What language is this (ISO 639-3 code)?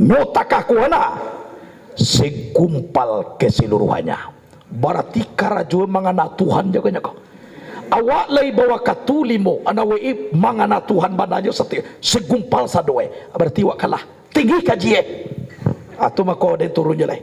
min